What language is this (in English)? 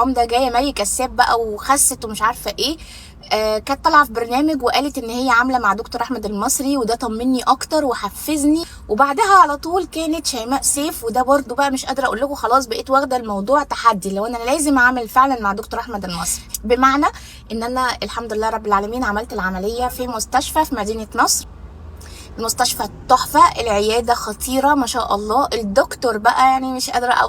Egyptian Arabic